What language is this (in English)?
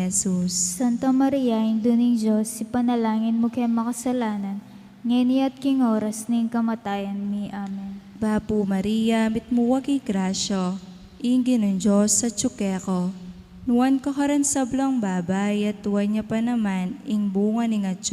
Pampanga